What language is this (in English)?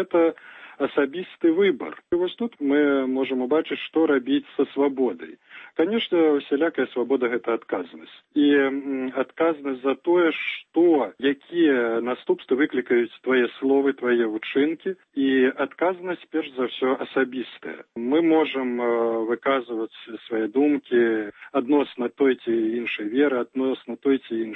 Belarusian